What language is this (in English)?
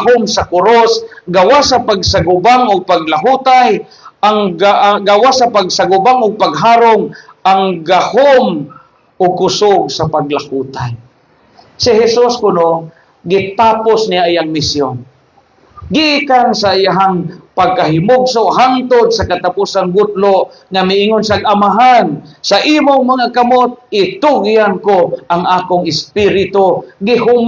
Cebuano